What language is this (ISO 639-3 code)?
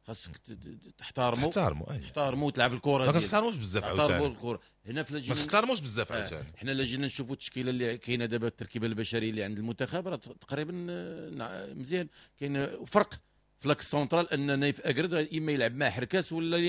ary